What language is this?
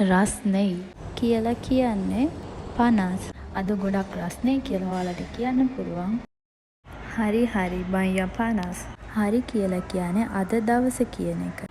Sinhala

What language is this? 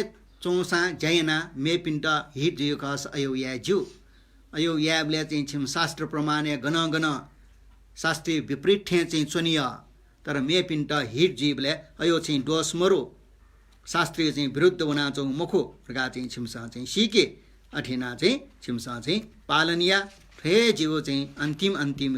Newari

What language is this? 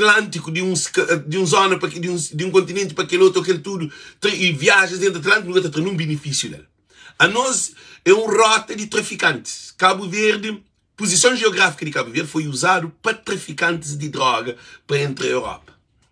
Kabuverdianu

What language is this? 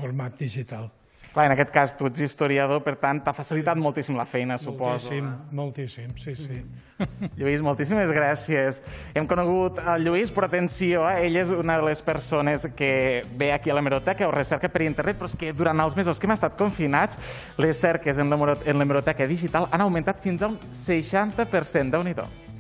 Catalan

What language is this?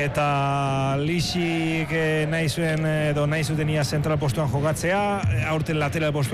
Basque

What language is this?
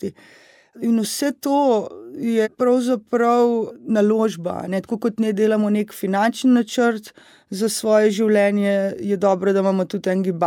Slovenian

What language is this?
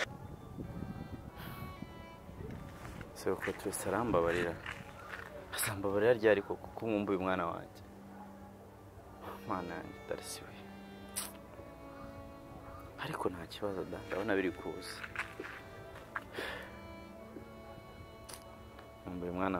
Kinyarwanda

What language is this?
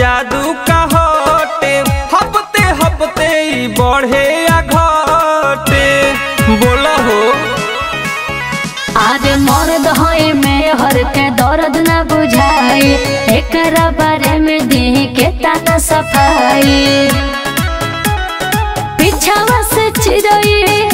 Bhojpuri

